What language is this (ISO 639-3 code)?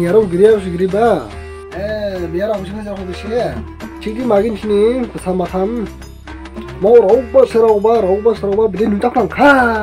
dis